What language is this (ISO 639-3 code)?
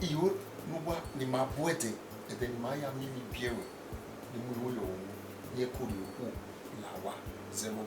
bin